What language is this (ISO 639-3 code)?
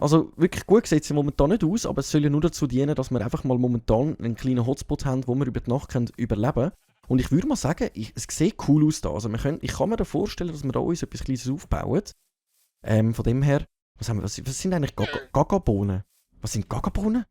gsw